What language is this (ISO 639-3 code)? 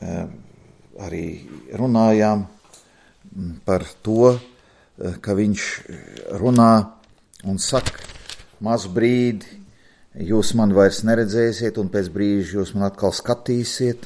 lav